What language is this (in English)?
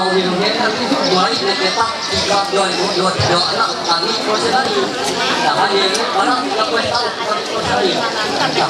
Ma'anyan